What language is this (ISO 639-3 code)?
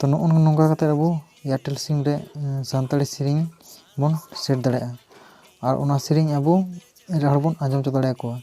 sat